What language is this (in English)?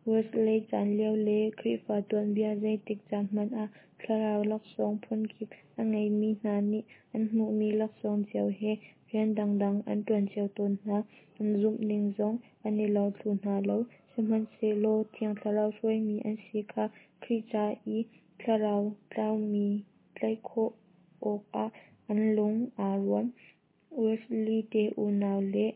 Hakha Chin